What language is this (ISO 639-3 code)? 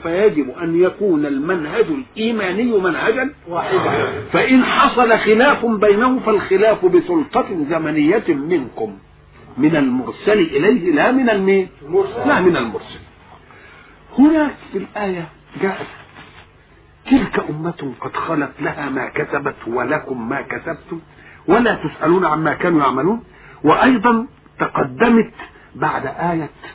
ara